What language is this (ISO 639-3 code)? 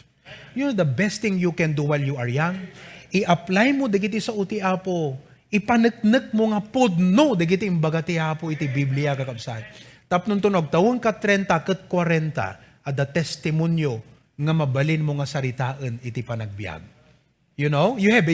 ilo